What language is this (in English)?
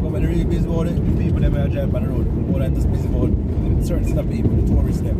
Jamaican Creole English